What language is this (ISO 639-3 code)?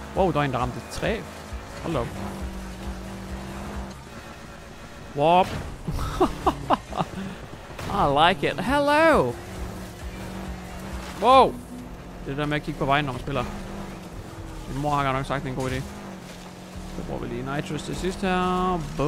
dan